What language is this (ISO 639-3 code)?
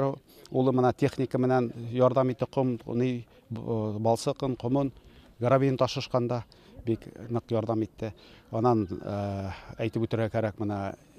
bak